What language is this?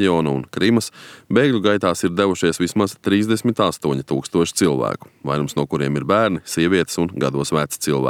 Latvian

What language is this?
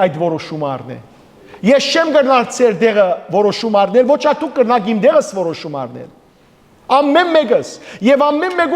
Western Armenian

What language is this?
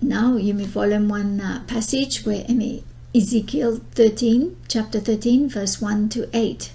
Bislama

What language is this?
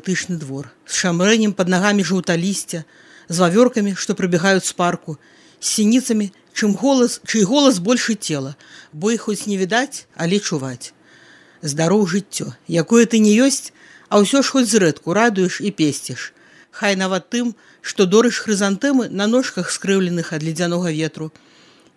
Belarusian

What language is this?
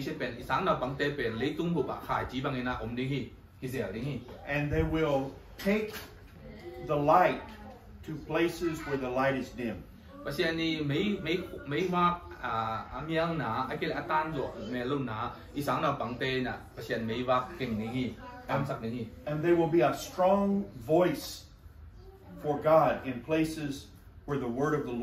Tedim Chin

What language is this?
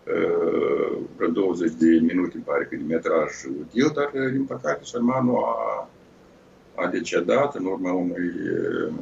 Romanian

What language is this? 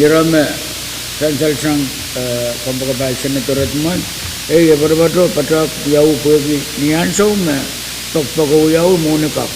Pohnpeian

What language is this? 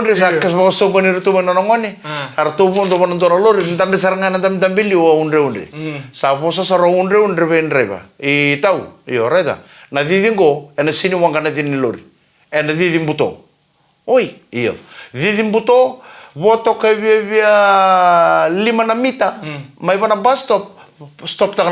Fijian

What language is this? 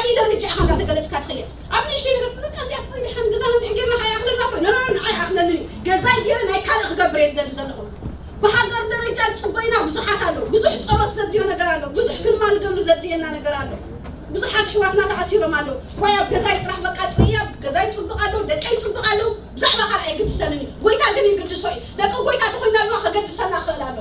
Tigrinya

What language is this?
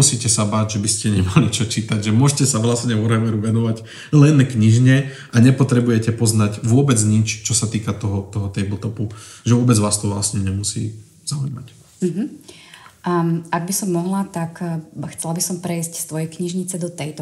Slovak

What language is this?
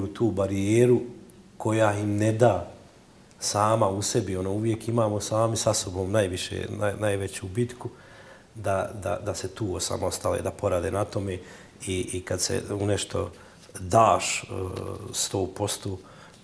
Bosnian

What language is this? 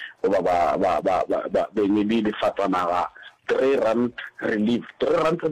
Northern Sotho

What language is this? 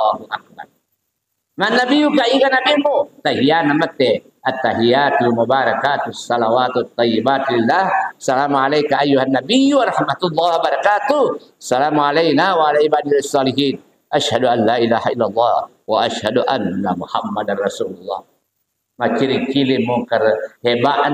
Buginese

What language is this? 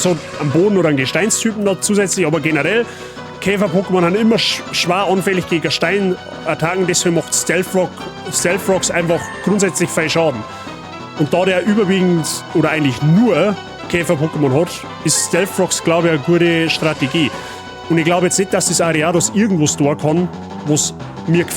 Bavarian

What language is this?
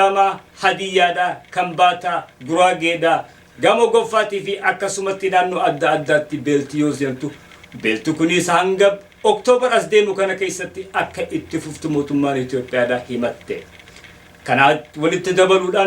Oromo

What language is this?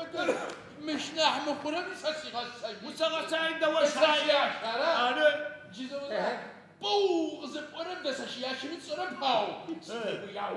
Adyghe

